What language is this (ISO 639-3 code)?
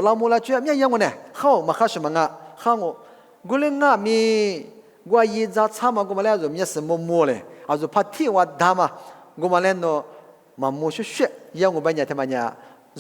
lis